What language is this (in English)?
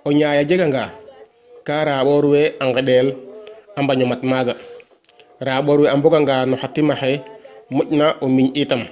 Serer